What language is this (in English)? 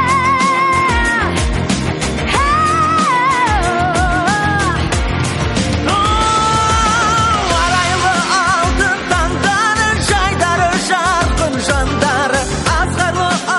Kazakh